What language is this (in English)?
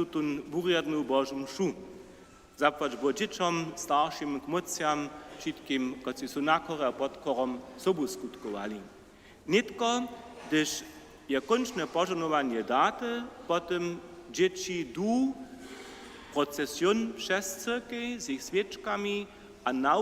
Upper Sorbian